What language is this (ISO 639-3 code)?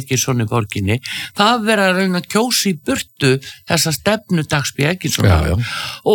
isl